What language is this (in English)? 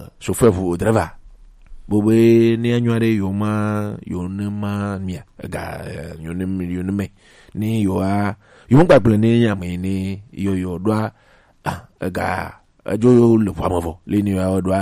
Gen